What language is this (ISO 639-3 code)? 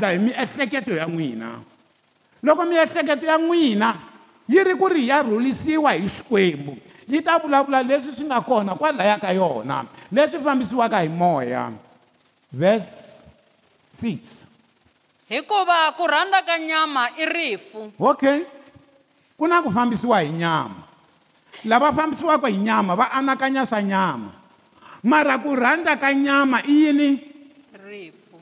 tso